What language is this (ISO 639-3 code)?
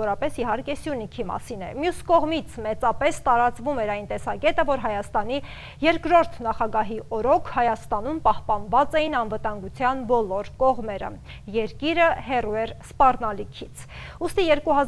hye